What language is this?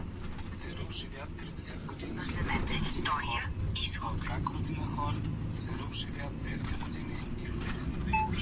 Bulgarian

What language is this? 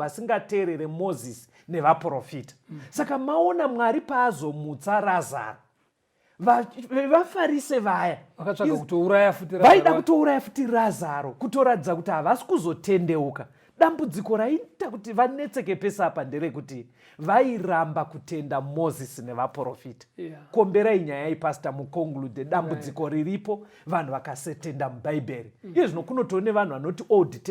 Shona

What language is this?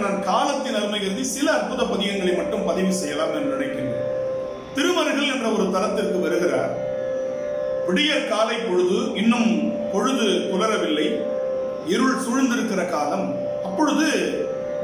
Tamil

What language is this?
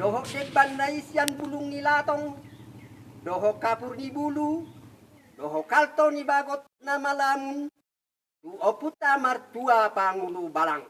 Batak Toba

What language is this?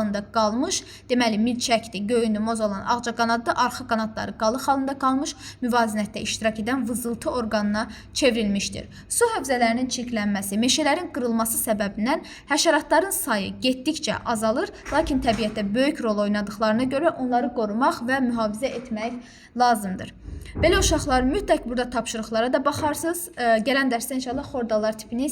Azerbaijani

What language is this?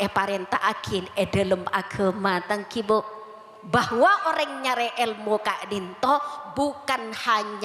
Madurese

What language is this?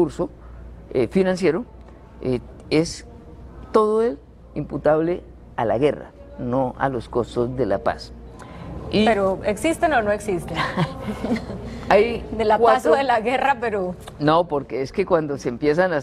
Spanish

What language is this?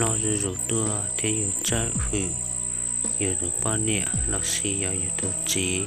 Hmong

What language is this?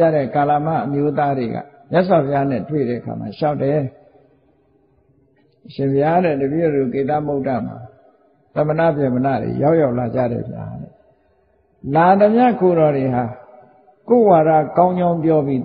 Burmese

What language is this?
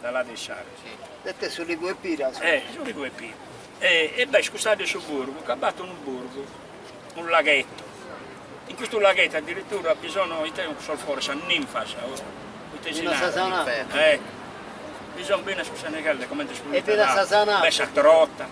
Sardinian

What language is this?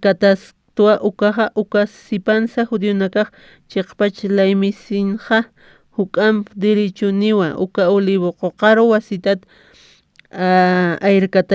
Aymara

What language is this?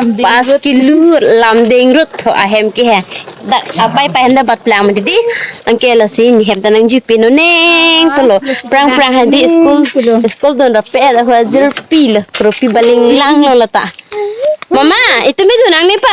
Karbi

